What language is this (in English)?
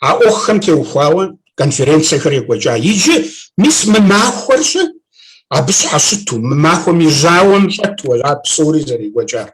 Kabardian